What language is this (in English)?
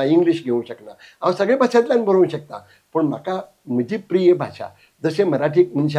Konkani